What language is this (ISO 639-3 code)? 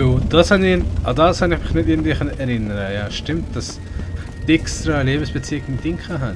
gsw